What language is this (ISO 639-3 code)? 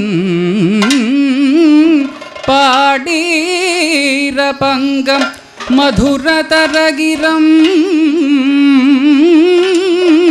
mal